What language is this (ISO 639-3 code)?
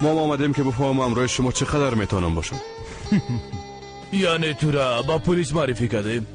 fas